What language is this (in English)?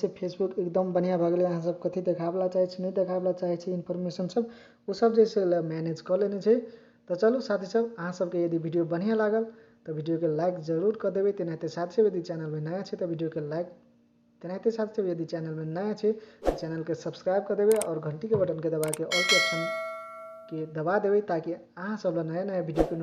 Maithili